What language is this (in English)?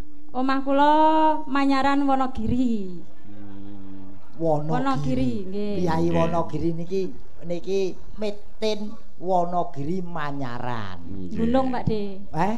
Javanese